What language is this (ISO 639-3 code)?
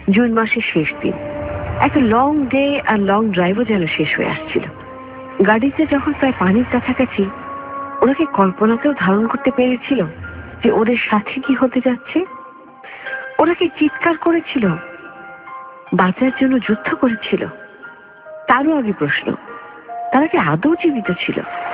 ben